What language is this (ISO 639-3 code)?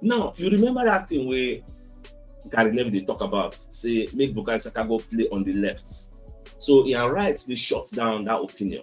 pcm